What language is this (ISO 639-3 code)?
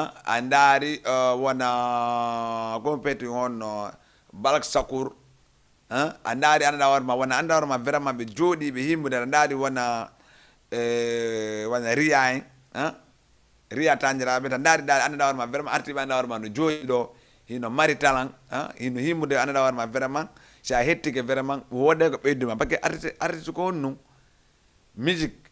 ful